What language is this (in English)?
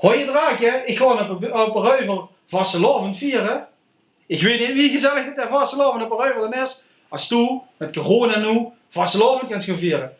Limburgish